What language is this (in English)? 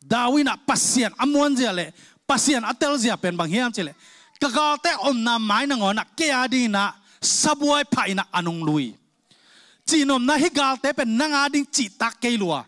Tedim Chin